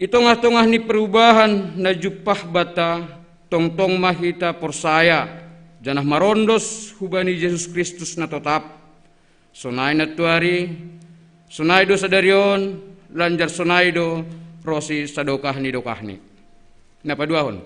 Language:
Batak Simalungun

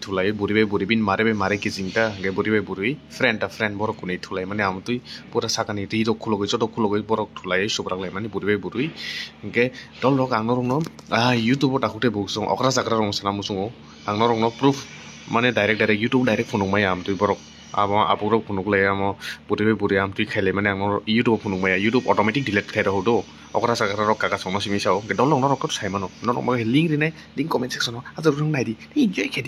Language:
Kok Borok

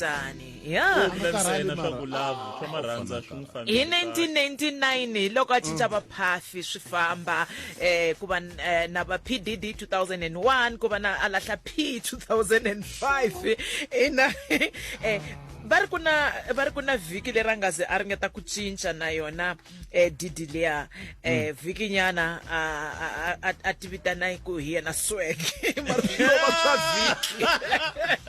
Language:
Tsonga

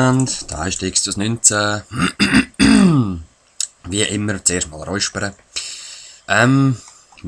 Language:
Swiss German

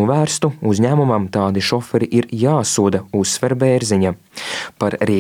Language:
Latvian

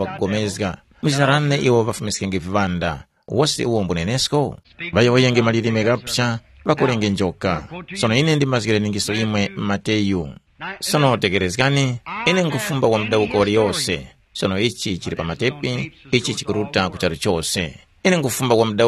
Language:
Tumbuka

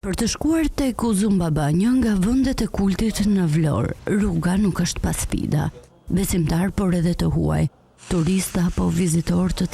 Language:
Albanian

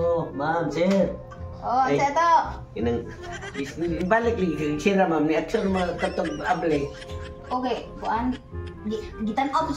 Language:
Cebuano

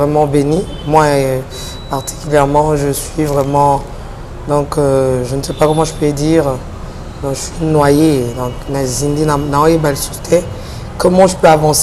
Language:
Lingala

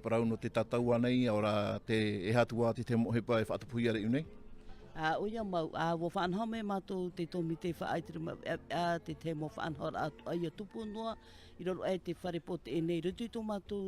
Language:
Tahitian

